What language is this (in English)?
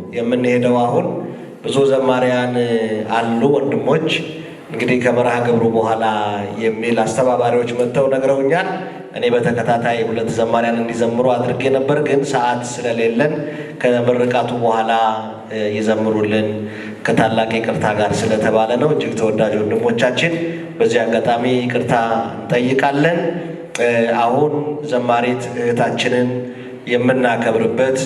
Amharic